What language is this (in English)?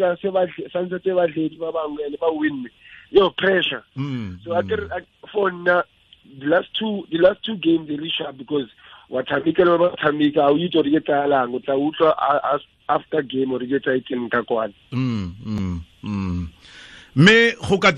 Tswana